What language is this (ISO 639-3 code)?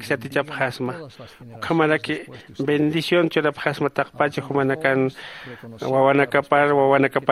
aym